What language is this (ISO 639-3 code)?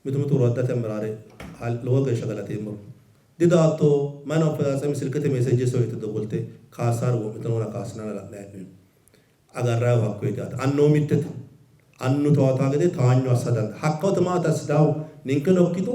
sid